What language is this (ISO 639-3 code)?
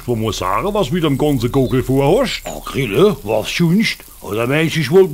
pfl